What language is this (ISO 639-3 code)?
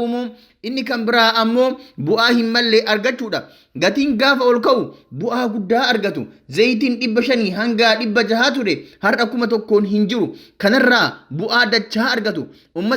orm